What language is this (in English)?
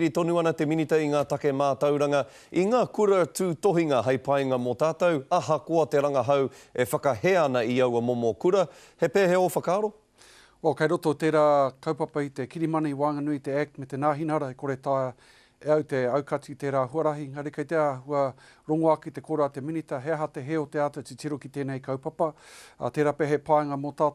Māori